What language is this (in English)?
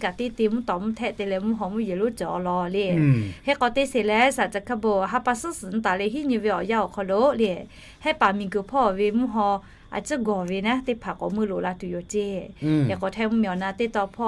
Lahu